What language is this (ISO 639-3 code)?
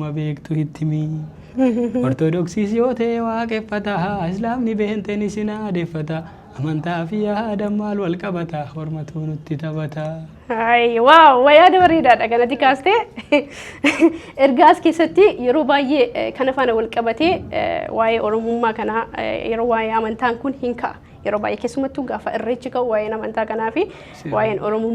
orm